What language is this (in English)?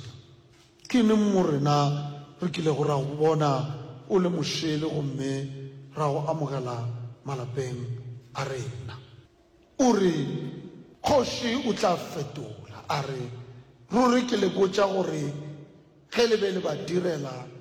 Northern Sotho